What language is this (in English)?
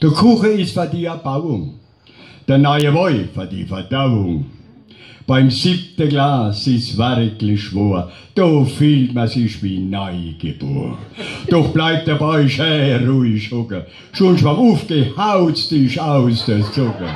Palatine German